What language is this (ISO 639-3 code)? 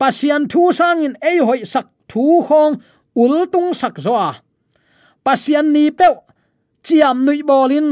ctd